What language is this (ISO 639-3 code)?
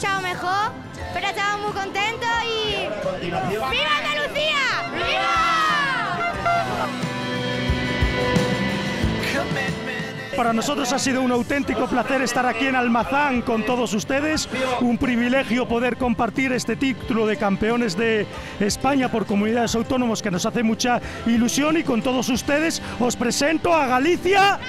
spa